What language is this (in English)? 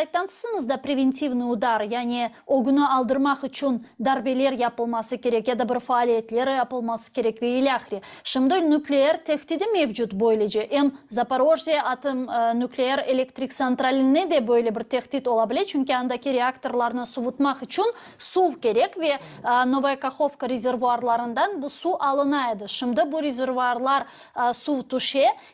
Crimean Tatar